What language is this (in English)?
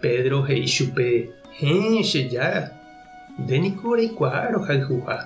Guarani